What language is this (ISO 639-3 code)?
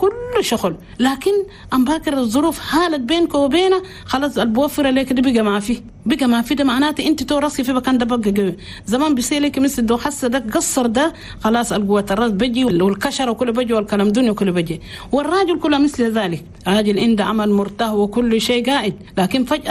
shu